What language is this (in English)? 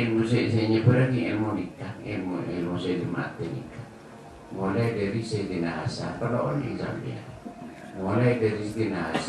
Madurese